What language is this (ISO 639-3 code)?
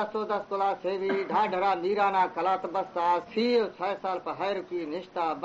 bal